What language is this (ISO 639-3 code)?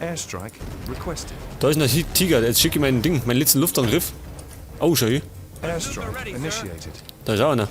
bar